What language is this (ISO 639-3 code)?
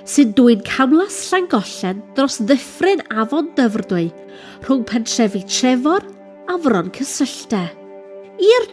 cym